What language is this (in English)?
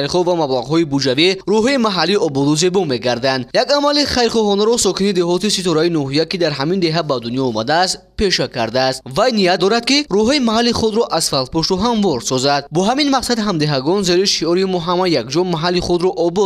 Tajik